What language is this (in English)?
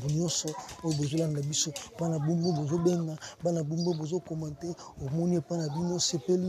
Lingala